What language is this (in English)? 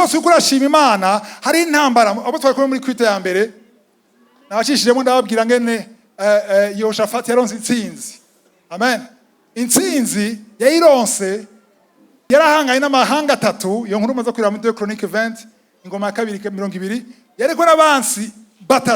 Rundi